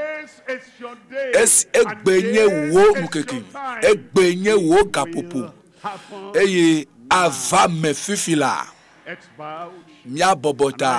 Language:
Ewe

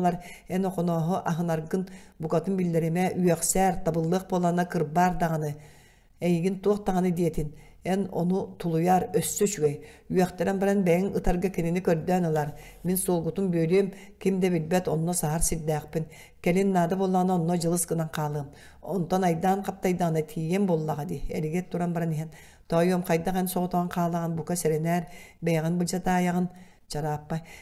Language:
Yakut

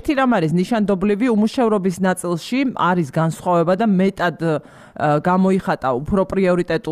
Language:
Georgian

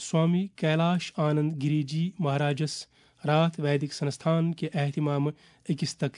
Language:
Kashmiri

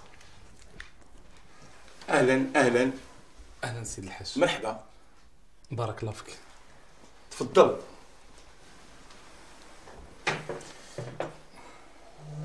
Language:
Moroccan Arabic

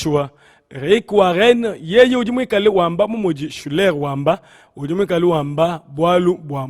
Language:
Luba-Lulua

